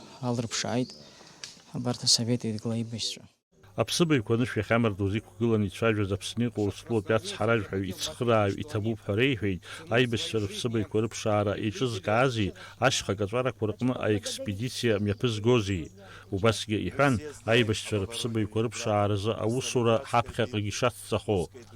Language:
Abkhazian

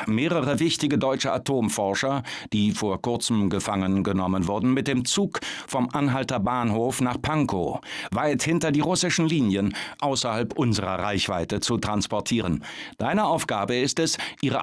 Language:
Bavarian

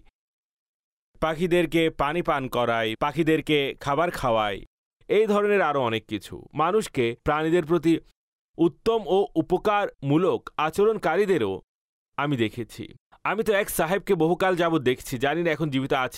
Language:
Bangla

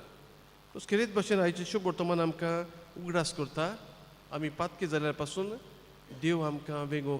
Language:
Konkani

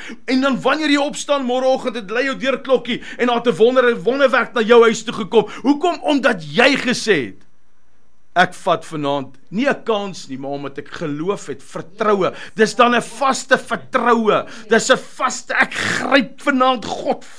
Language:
Afrikaans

